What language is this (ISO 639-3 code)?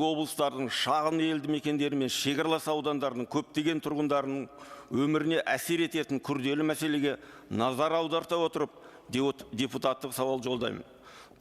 kaz